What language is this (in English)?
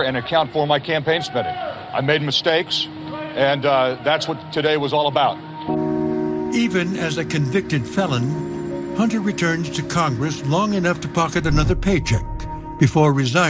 English